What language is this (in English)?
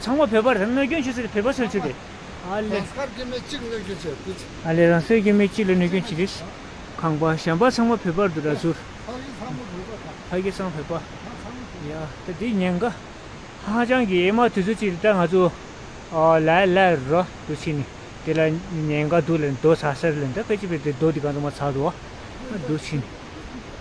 Tibetan